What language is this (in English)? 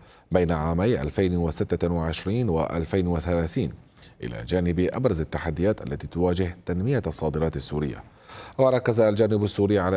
Arabic